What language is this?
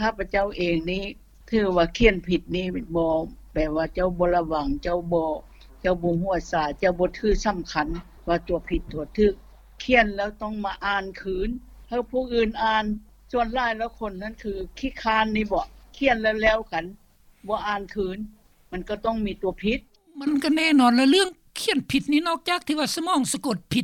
Lao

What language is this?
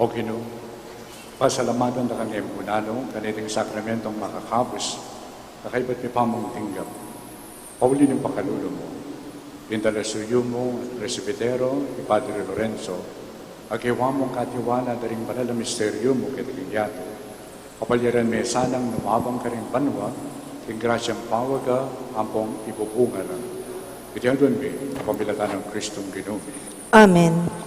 Pampanga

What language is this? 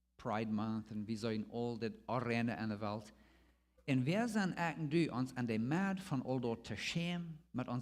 Plautdietsch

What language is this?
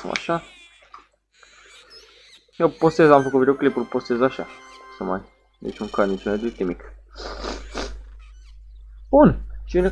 Romanian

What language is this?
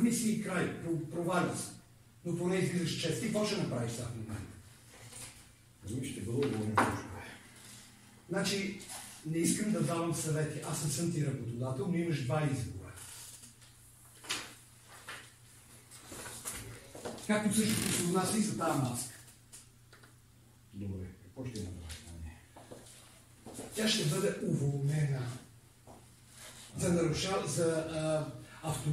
Bulgarian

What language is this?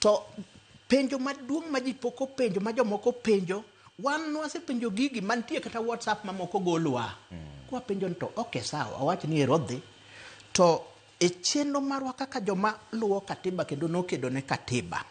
Luo (Kenya and Tanzania)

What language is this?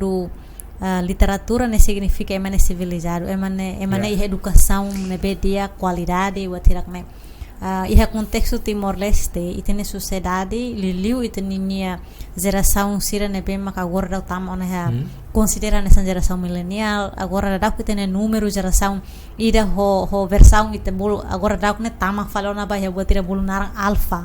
Tetum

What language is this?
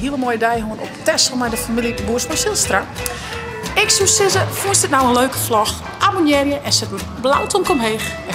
Western Frisian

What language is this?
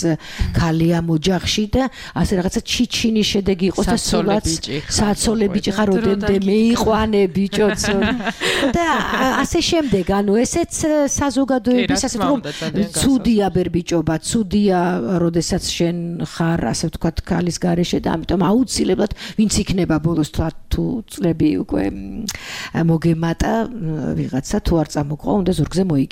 Georgian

